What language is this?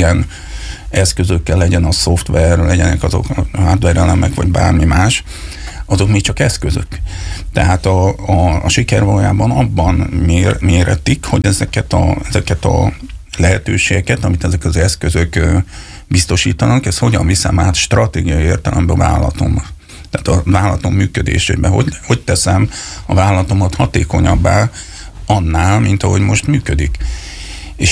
Hungarian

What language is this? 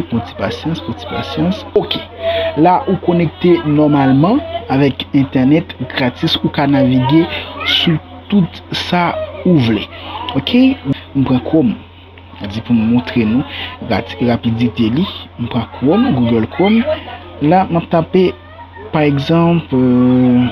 Haitian Creole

